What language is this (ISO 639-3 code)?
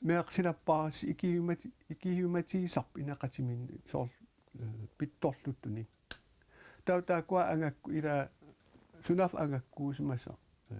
kal